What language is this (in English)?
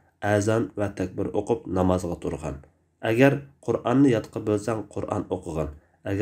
Uyghur